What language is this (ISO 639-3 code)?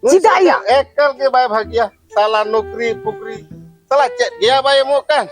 sat